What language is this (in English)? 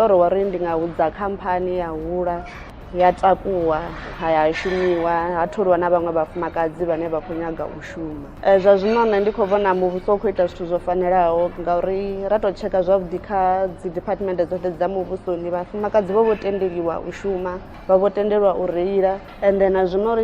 Venda